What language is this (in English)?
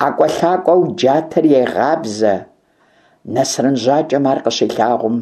Kabardian